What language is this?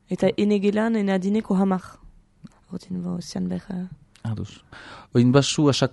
Basque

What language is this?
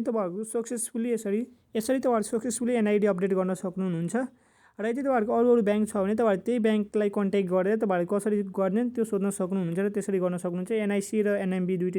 Nepali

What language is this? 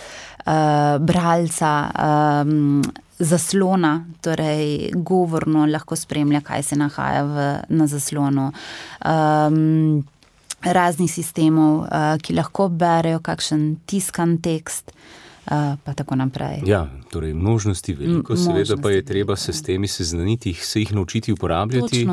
Slovenian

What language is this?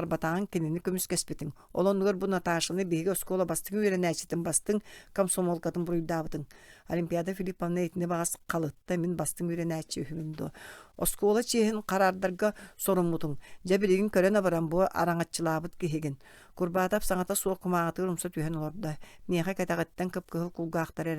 Yakut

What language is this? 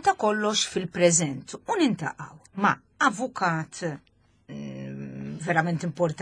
Maltese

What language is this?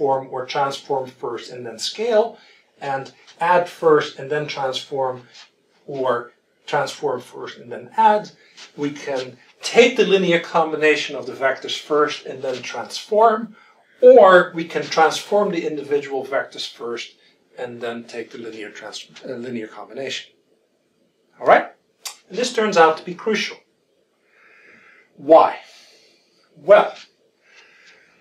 English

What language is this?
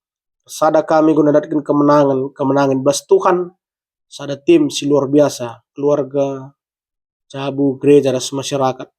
Batak Karo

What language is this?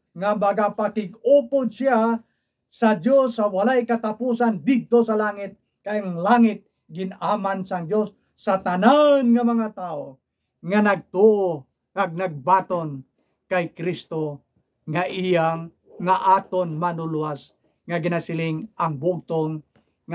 Hiligaynon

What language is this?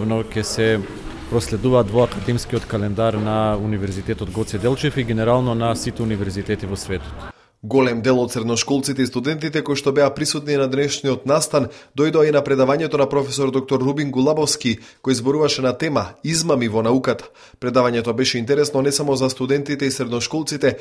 Macedonian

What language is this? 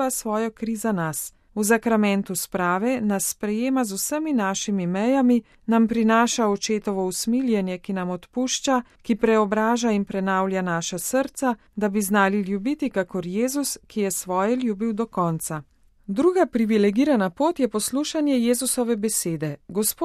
Slovenian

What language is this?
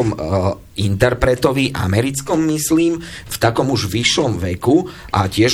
Slovak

